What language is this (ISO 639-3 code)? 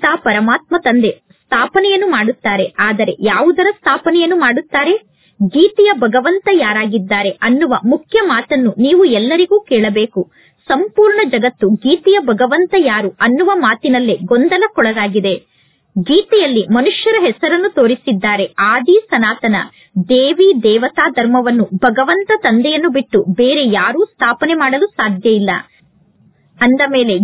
kan